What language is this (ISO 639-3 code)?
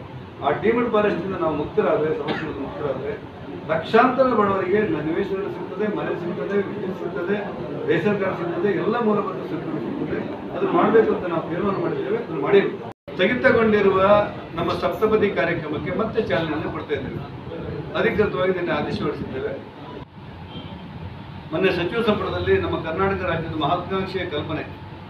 kan